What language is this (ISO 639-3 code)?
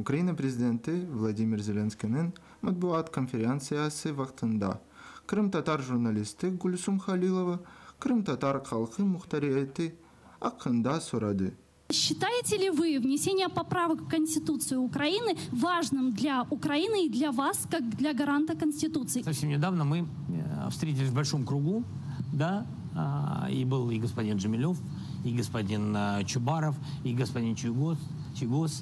crh